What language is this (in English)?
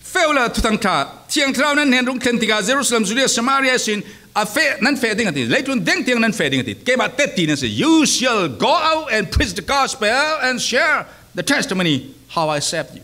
Falam Chin